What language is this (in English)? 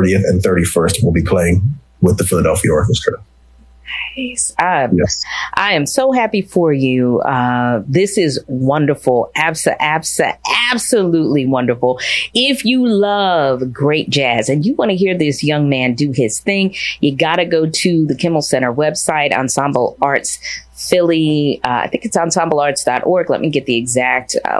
English